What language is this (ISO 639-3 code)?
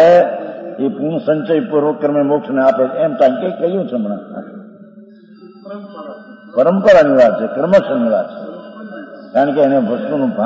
guj